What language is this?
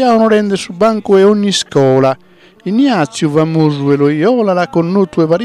Sardinian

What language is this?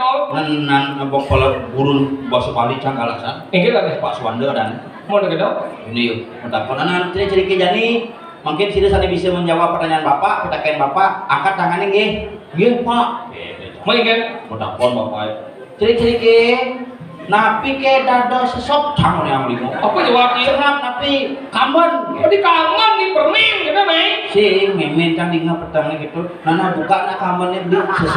Balinese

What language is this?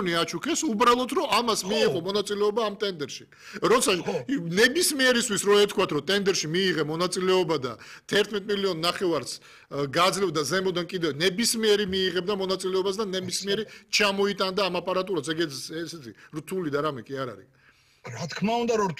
Georgian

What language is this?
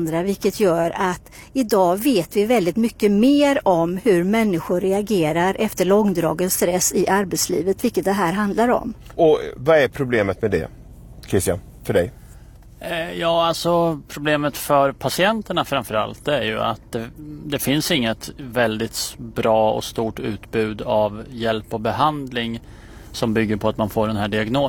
Swedish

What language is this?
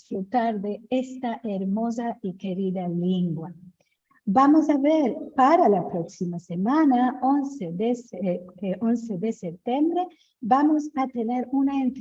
Ladino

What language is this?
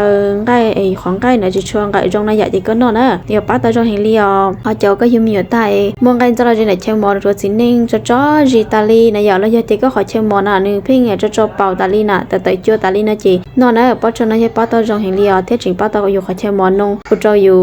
Hmong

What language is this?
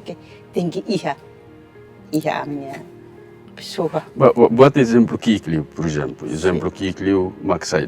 Tetum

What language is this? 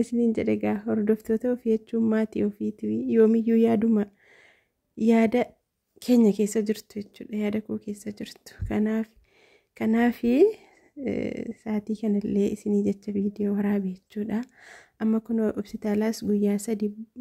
Oromo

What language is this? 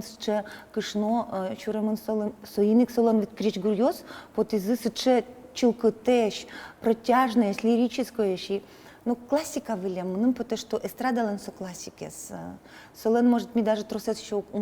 Udmurt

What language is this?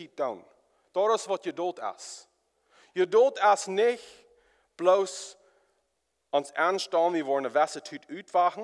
Plautdietsch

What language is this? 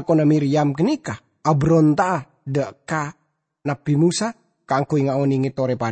Madurese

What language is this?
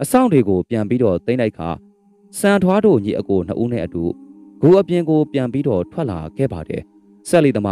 Burmese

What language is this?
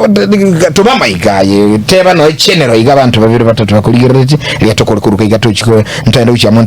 Gusii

